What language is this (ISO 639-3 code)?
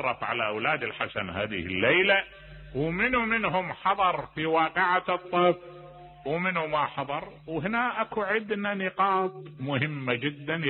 acm